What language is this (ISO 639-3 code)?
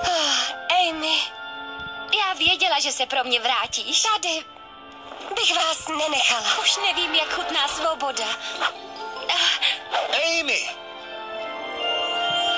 ces